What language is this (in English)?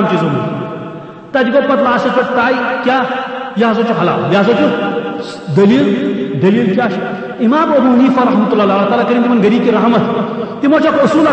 Kashmiri